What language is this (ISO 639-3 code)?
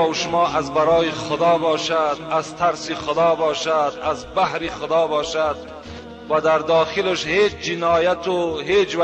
tgk